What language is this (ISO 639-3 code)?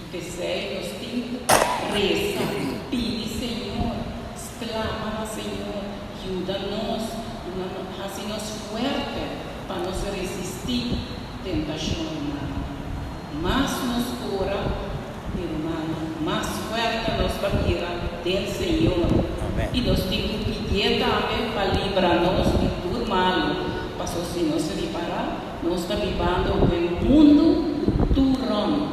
pap